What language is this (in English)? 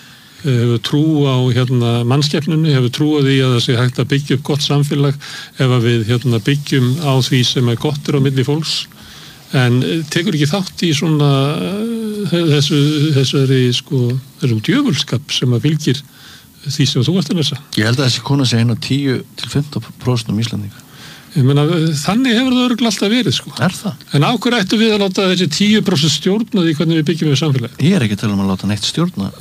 Icelandic